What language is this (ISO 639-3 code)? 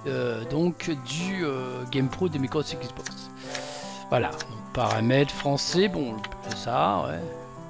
fra